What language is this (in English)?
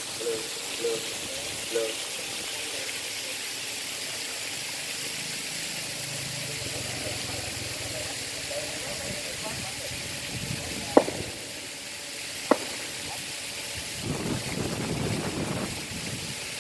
Vietnamese